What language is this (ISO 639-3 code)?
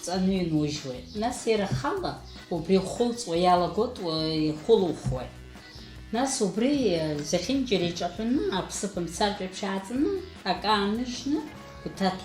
abk